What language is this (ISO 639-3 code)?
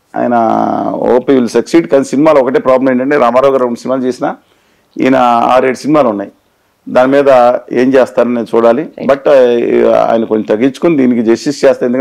tel